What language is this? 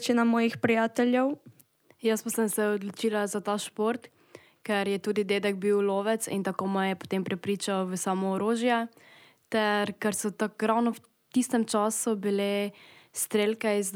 Slovenian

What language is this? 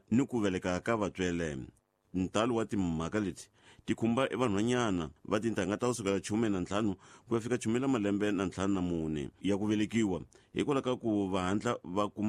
Tsonga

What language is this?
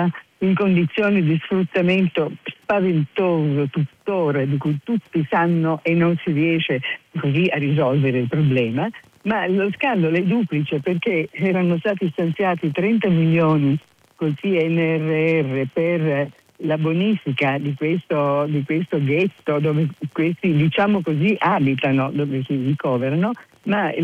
Italian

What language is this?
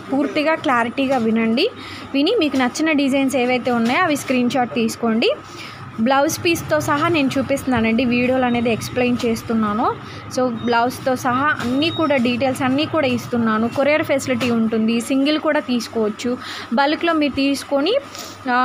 Telugu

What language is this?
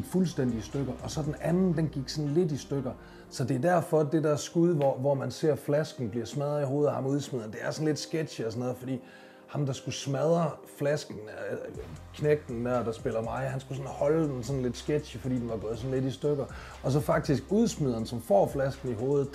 Danish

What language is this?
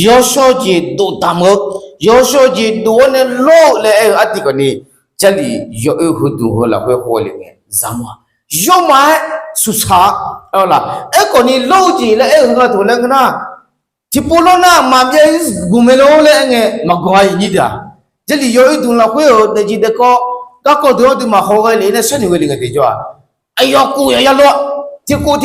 Akha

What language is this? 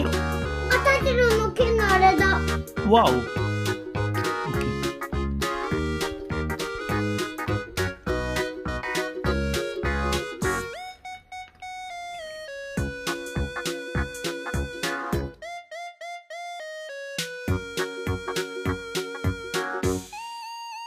Japanese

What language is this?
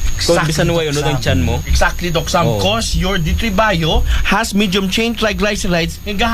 Aklanon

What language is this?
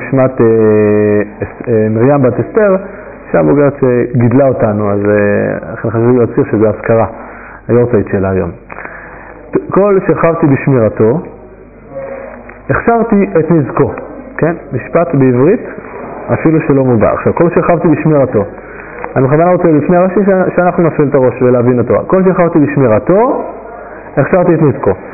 Hebrew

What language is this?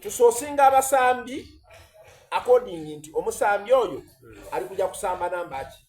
Soga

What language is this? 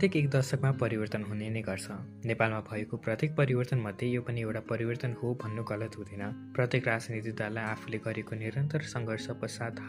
Nepali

